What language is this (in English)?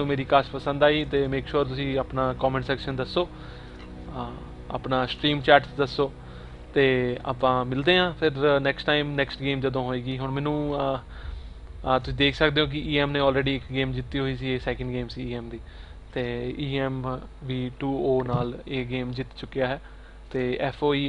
Punjabi